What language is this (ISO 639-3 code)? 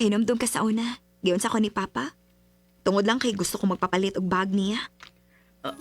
ceb